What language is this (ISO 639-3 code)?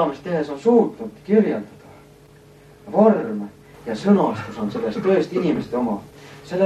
est